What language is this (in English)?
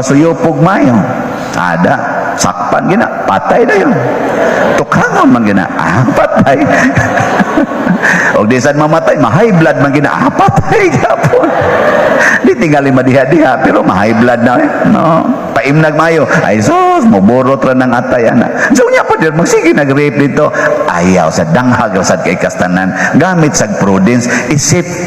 Cebuano